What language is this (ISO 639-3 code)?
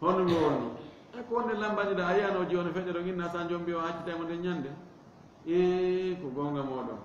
ful